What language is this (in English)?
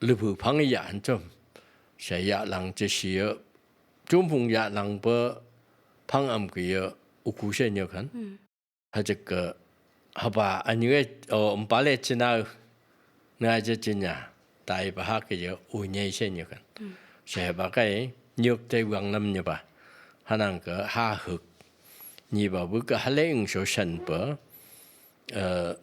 Phom Naga